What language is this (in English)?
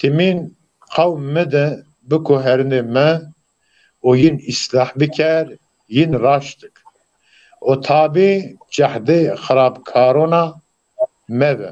Zaza